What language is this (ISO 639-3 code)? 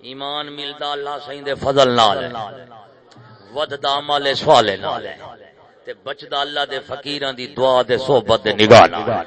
skr